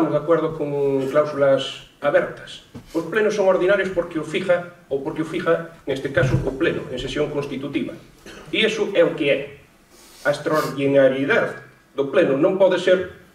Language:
Galician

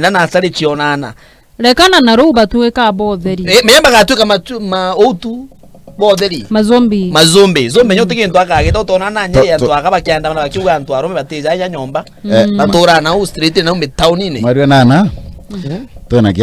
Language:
Meru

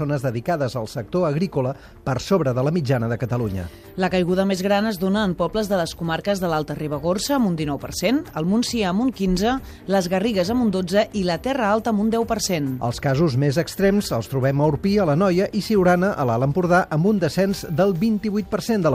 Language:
Catalan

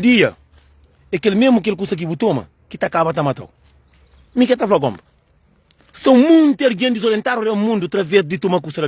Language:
Kabuverdianu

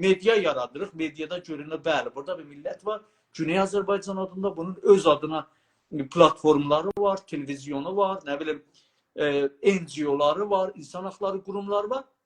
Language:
South Azerbaijani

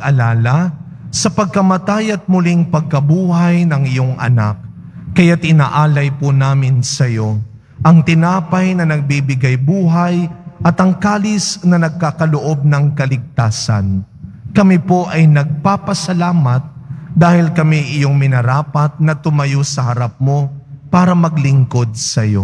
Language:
Filipino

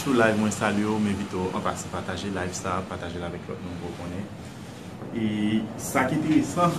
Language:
Haitian Creole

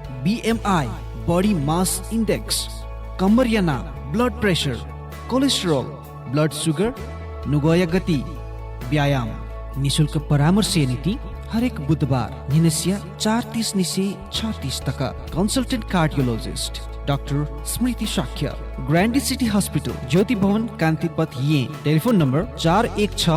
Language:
Newari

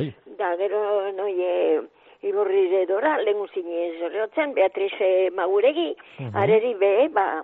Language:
Basque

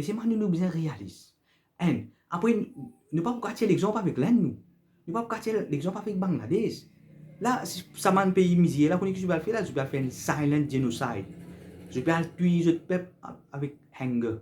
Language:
Morisyen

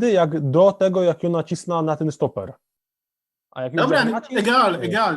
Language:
Silesian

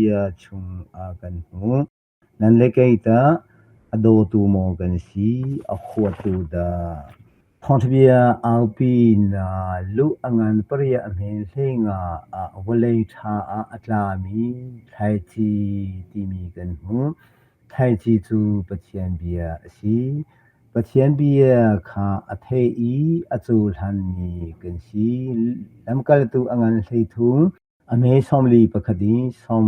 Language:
Hakha Chin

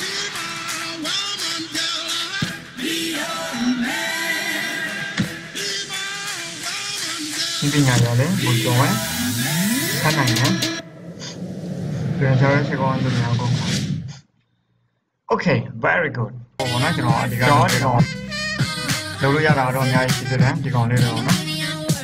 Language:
Burmese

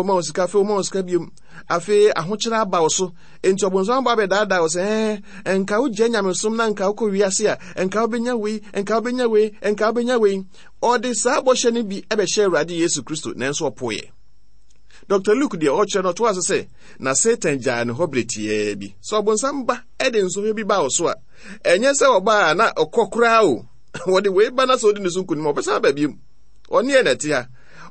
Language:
Akan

